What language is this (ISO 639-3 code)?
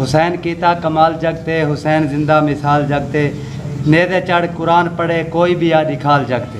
skr